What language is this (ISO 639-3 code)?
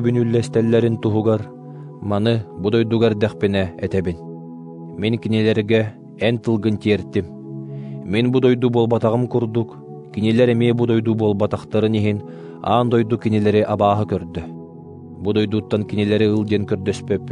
sah